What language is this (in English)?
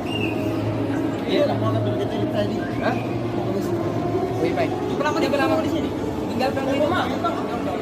Makassar Malay